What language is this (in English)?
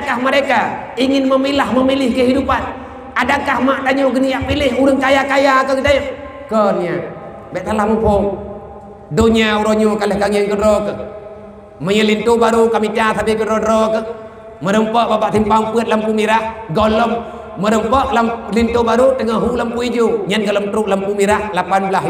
Achinese